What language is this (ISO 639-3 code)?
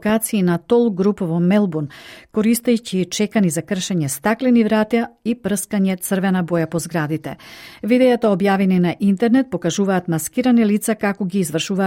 mkd